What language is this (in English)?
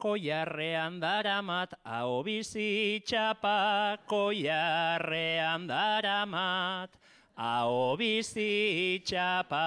Basque